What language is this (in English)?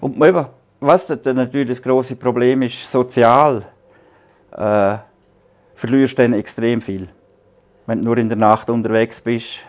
Swiss German